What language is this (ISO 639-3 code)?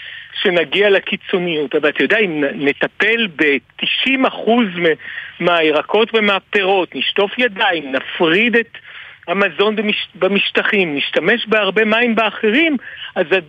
heb